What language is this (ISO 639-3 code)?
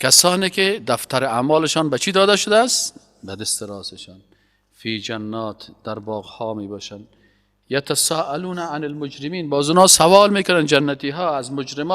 fas